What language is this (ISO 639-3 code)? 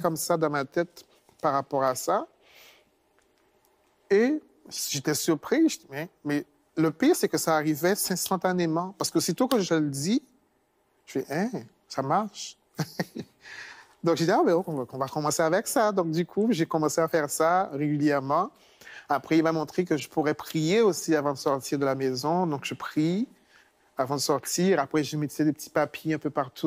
fra